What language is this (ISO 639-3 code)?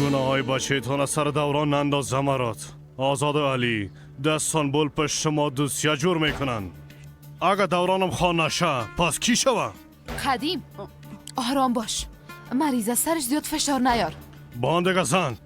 fas